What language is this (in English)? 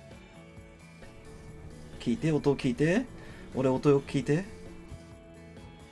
Japanese